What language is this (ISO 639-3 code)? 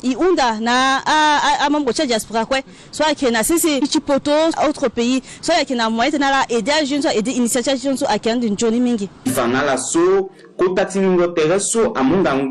sag